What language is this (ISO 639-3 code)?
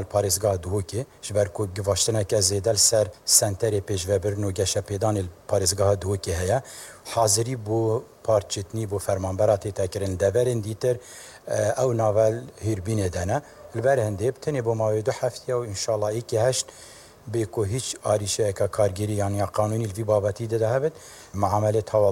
kur